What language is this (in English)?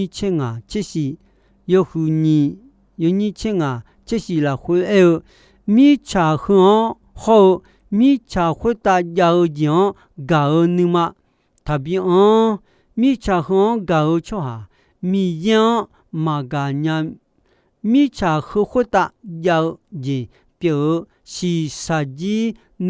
Akha